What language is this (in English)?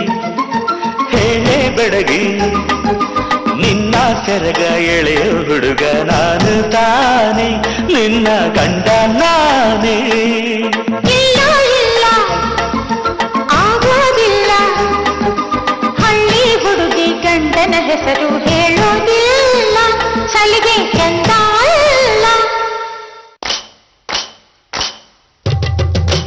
Kannada